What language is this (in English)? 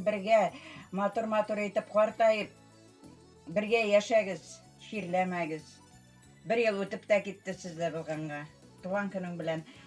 Bashkir